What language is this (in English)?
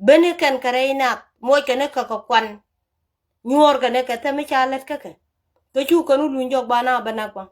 Nuer